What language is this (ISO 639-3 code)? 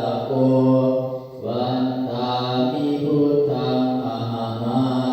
pli